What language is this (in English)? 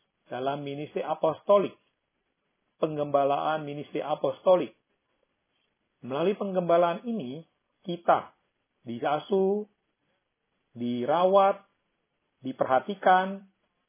Indonesian